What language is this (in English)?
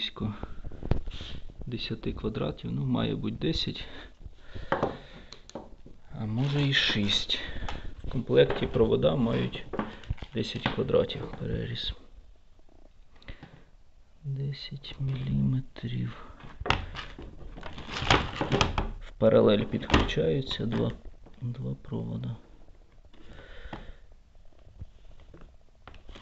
Ukrainian